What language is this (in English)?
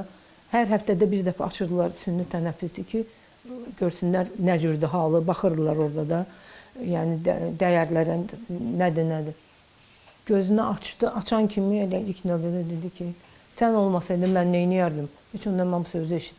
Azerbaijani